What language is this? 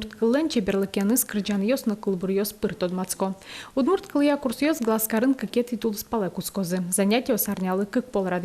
Udmurt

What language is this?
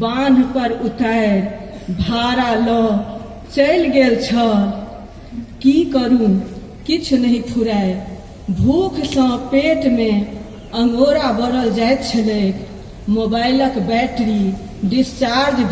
Maithili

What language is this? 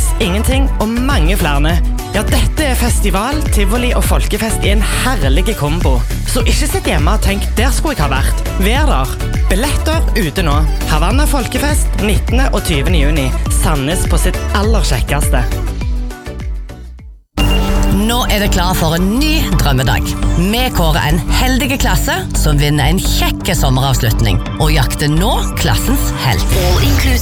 Norwegian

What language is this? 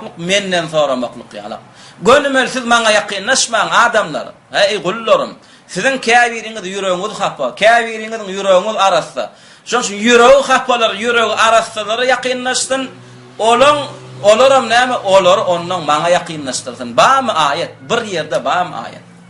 Turkmen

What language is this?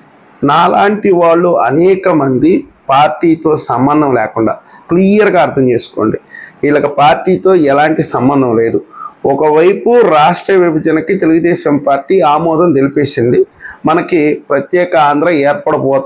Telugu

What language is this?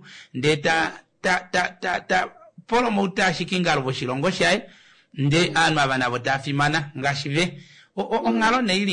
Kuanyama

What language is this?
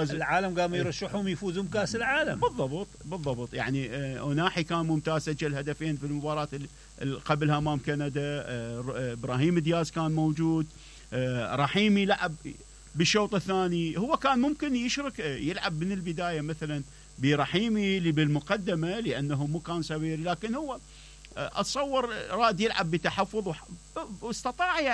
Mesopotamian Arabic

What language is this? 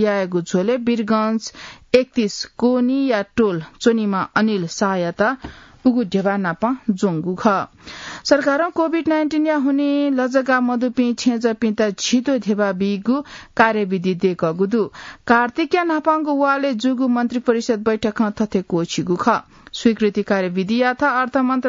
Newari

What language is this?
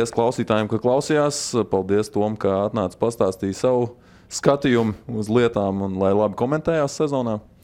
Latvian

